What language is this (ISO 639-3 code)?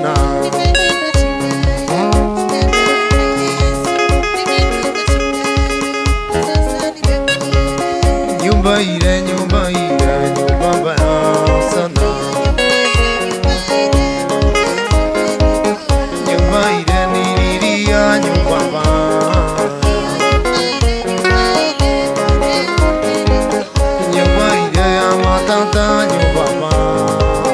swa